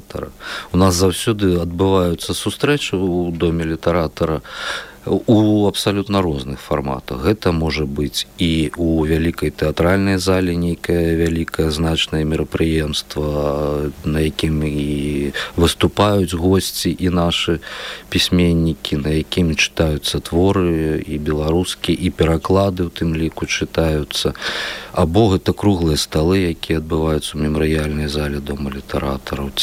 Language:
Belarusian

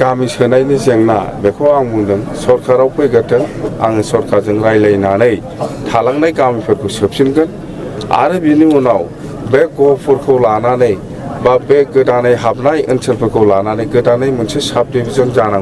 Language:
Bodo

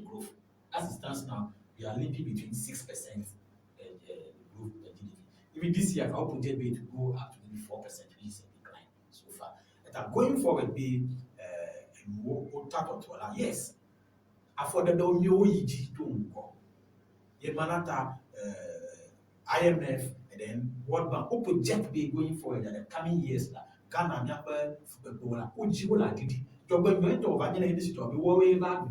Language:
Ewe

